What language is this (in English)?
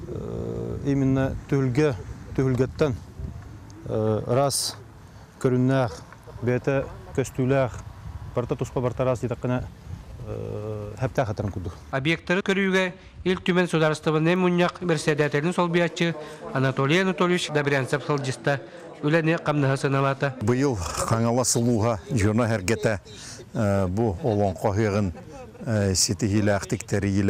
Yakut